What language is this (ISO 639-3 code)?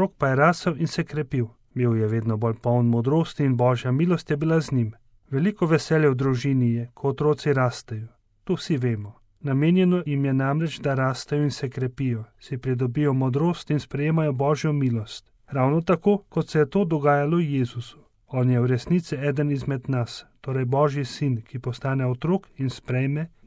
slv